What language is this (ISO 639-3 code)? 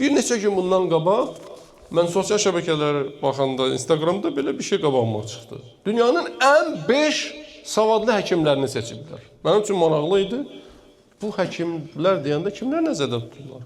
aze